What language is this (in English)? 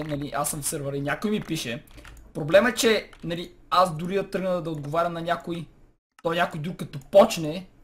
Bulgarian